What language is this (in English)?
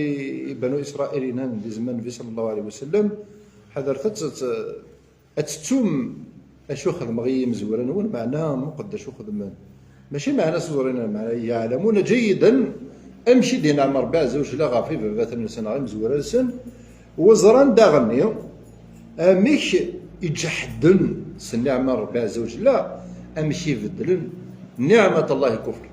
Kabyle